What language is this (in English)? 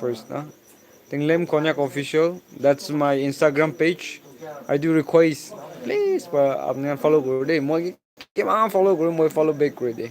Naga Pidgin